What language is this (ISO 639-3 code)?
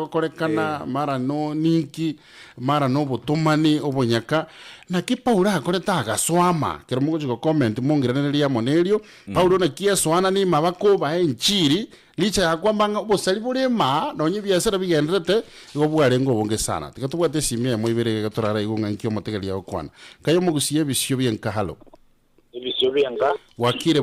guz